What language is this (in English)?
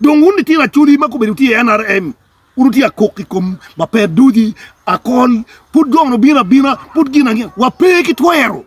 Acoli